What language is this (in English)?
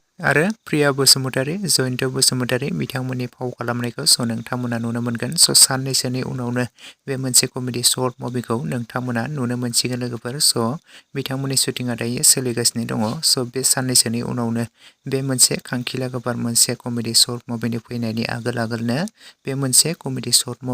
Bodo